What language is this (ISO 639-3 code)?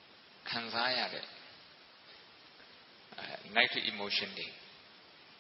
mya